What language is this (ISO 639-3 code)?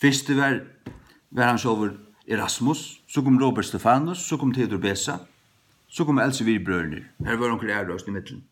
fao